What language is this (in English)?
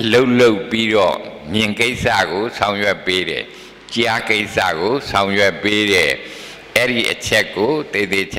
Burmese